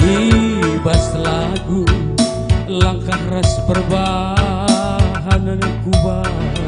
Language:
Batak Karo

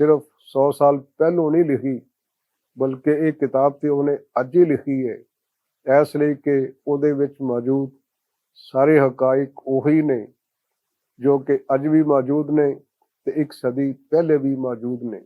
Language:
Western Panjabi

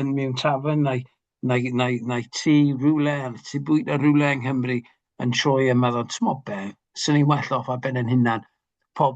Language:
Welsh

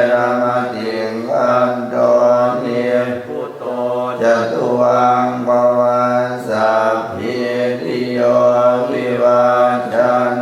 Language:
Pali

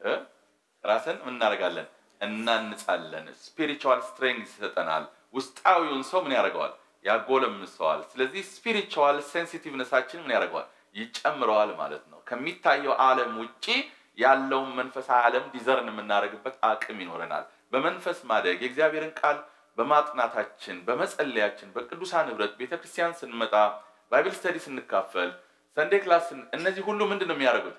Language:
Amharic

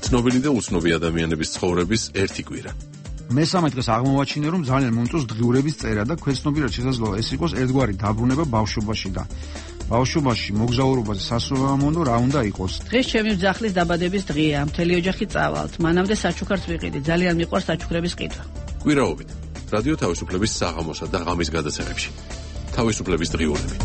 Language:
Georgian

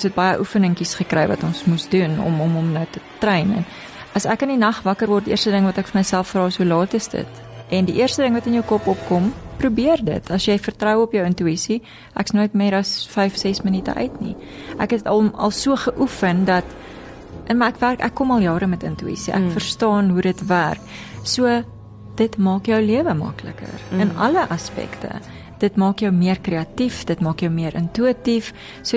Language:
Afrikaans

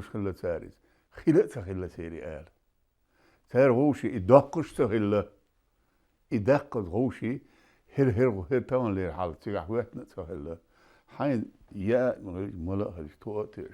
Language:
Chechen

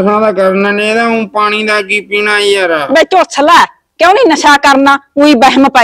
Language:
Punjabi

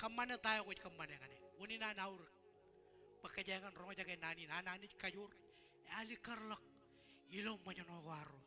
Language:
Marshallese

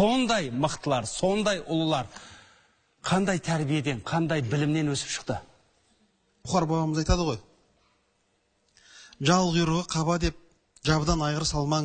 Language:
Kazakh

